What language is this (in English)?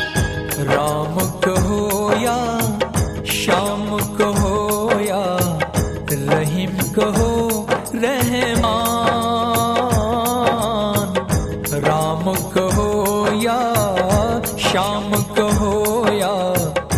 Hindi